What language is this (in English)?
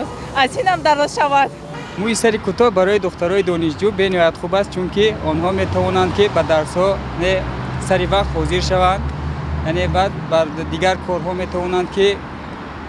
Tajik